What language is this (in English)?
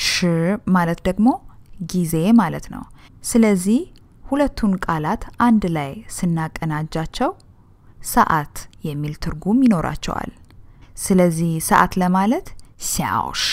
Amharic